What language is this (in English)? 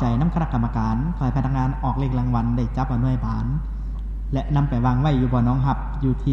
Lao